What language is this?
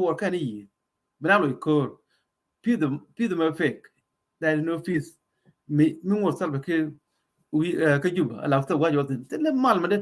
Nuer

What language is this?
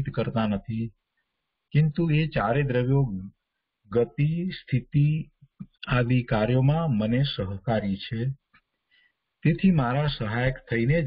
Gujarati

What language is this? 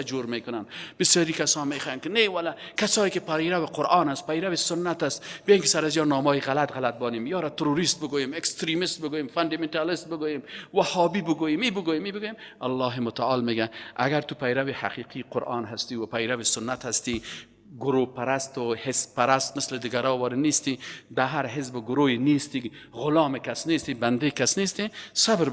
Persian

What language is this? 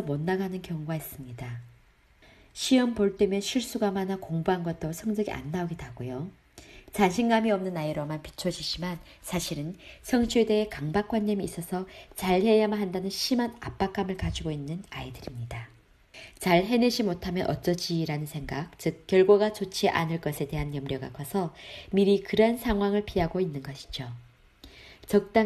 Korean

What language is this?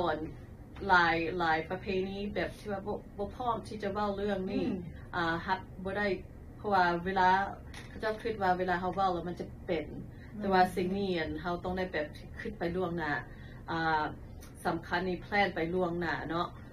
Lao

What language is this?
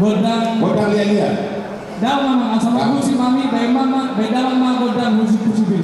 Batak Toba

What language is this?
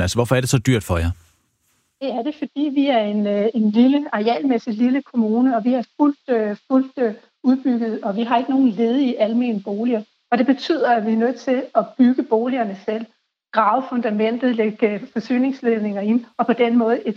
Danish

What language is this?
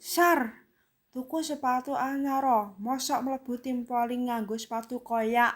Javanese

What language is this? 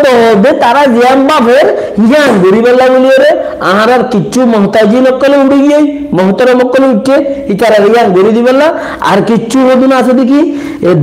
Rohingya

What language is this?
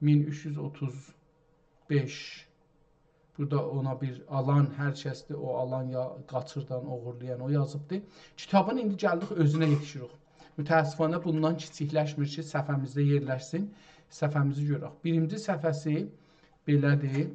South Azerbaijani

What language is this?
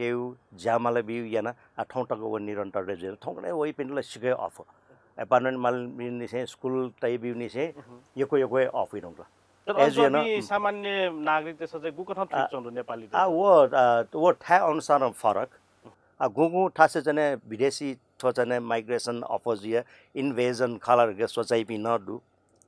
Newari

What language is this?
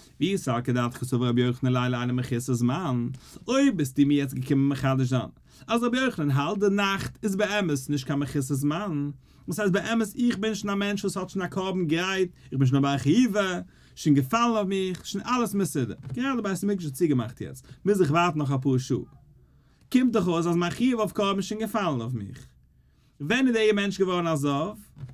Yiddish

